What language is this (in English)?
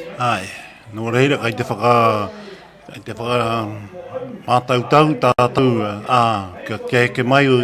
Māori